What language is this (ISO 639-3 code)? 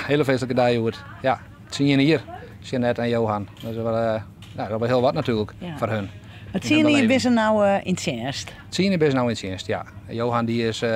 fry